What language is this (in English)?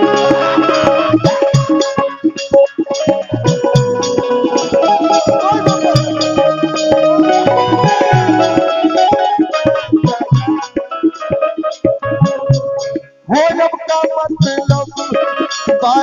Bhojpuri